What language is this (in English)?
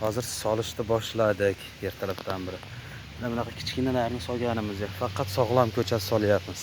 Uzbek